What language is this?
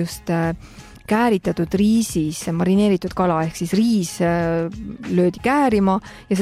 Estonian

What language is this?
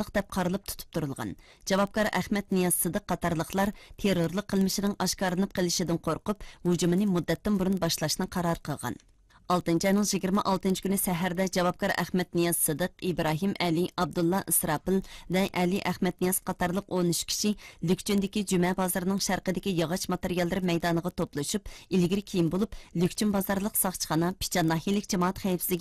Uyghur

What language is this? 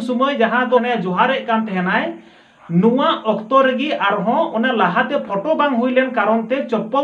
Santali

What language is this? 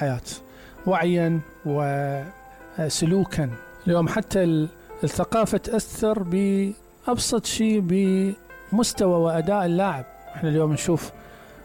Mesopotamian Arabic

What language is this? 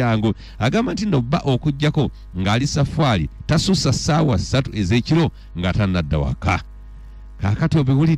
Ganda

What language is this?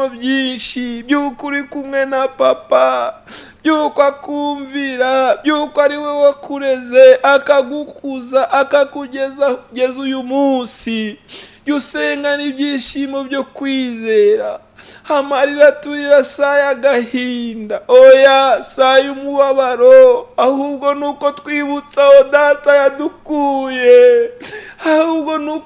Kinyarwanda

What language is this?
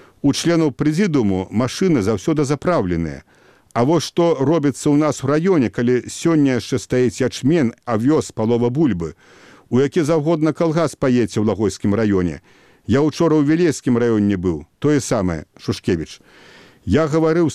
Belarusian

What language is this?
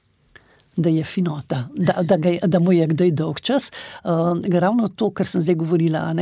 Slovenian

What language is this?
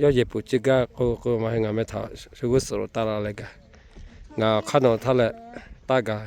Lahu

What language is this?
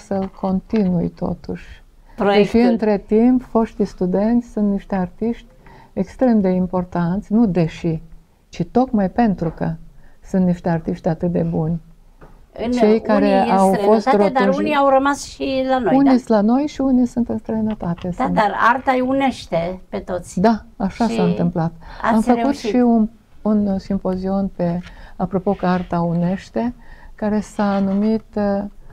Romanian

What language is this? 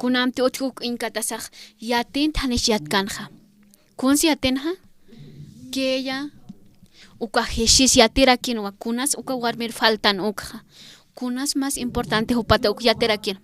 Aymara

